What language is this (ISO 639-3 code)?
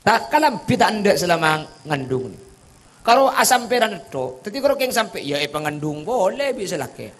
mad